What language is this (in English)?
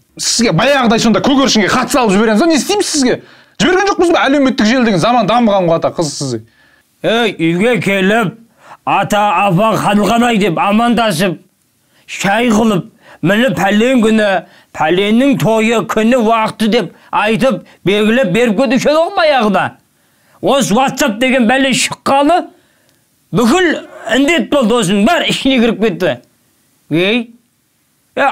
Kazakh